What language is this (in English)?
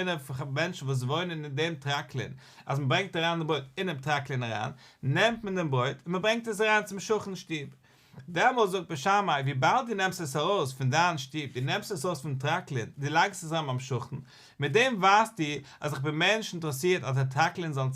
Yiddish